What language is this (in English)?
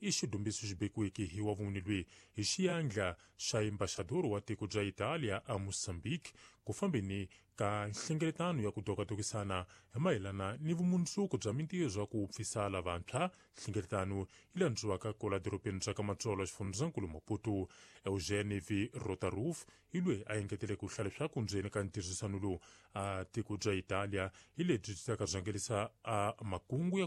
Tsonga